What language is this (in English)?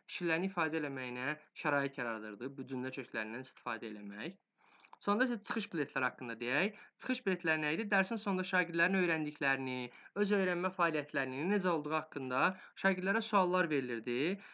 Azerbaijani